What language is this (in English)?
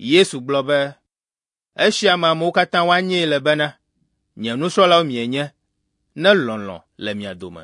Ewe